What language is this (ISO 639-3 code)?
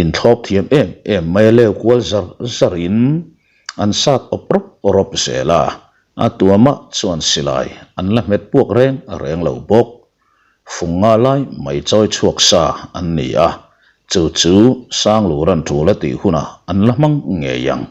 lus